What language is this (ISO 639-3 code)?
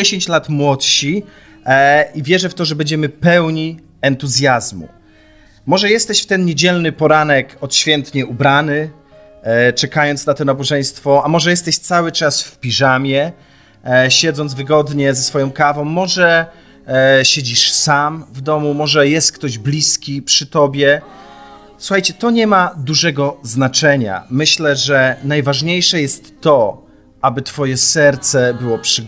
pol